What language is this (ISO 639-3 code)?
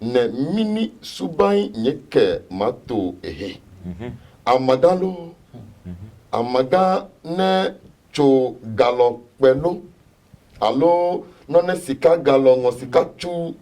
ada